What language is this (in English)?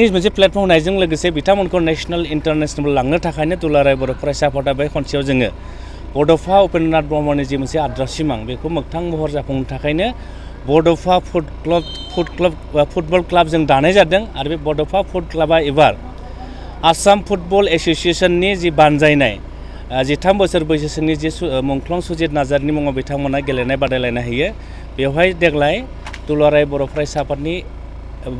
Bodo